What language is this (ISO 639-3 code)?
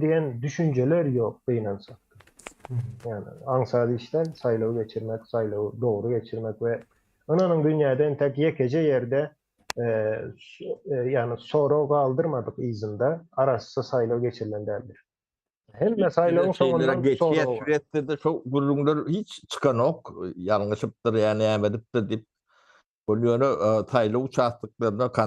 tuk